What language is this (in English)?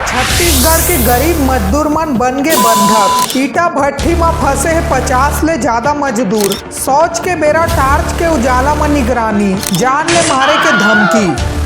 Chhattisgarhi